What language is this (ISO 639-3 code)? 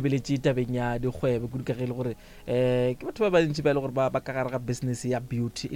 nso